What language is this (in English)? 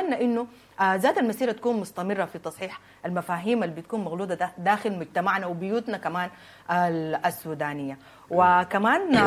Sudanese Arabic